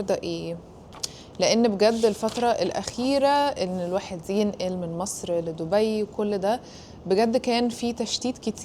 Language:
Egyptian Arabic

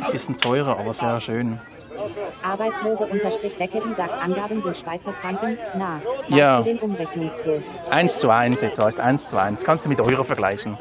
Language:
Swiss German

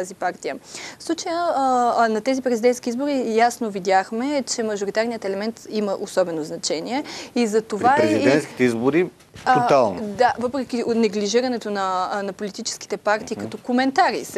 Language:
Bulgarian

